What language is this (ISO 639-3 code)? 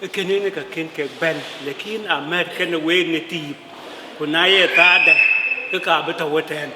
din